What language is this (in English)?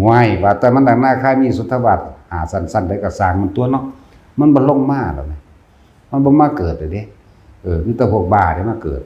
Lao